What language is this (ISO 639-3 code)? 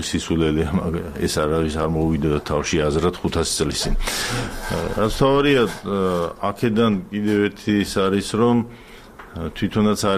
kat